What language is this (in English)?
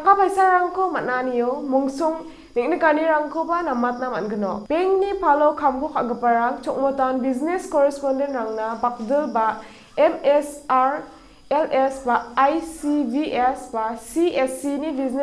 Garo